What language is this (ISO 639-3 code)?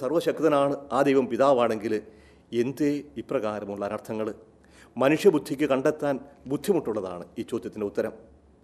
mal